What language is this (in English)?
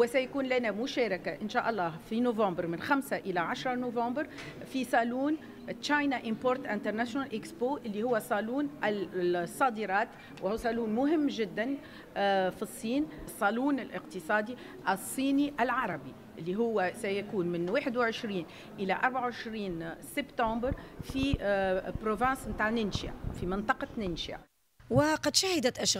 Tunisian Arabic